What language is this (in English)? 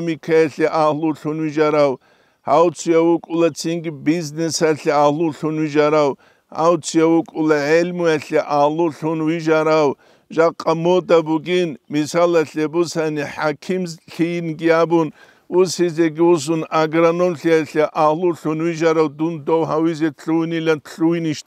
Avaric